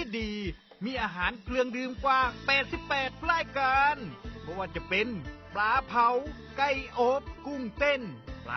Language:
Northeastern Thai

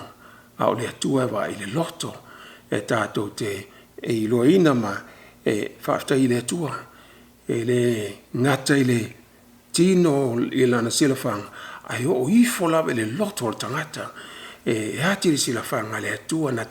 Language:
Samoan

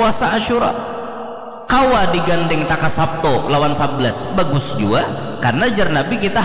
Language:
Banjar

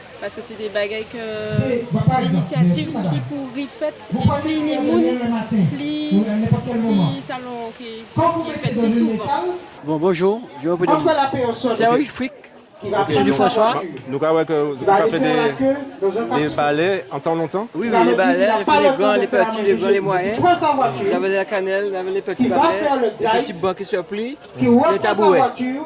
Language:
Guadeloupean Creole French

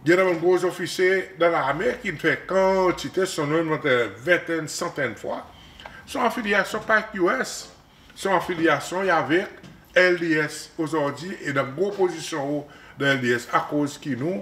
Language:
Seselwa Creole French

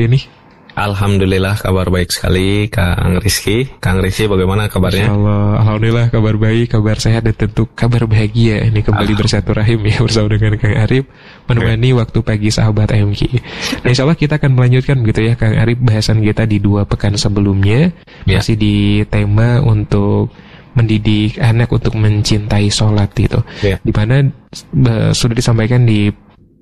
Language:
Indonesian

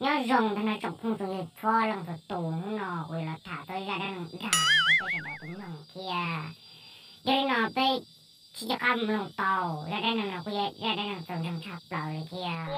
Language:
Hmong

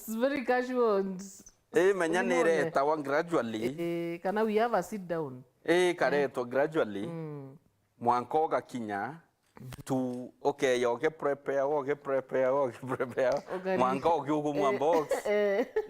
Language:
Meru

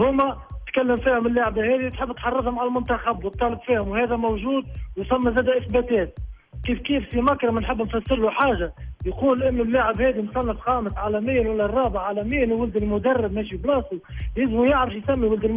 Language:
Tunisian Arabic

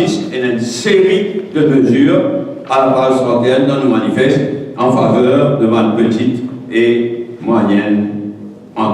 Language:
Morisyen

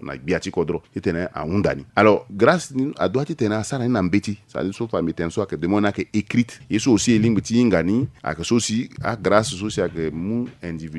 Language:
Sango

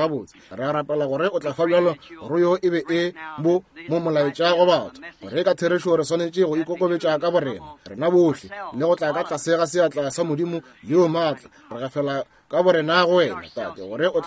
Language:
Northern Sotho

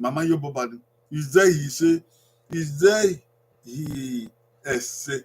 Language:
Bini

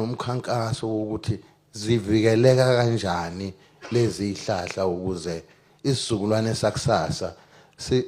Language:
Zulu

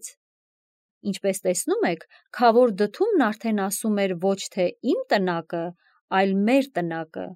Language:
Armenian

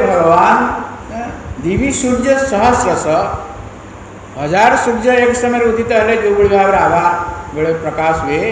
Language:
Odia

